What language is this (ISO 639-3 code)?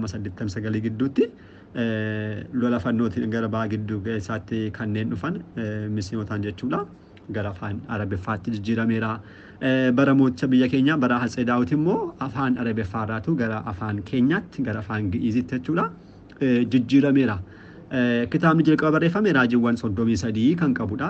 orm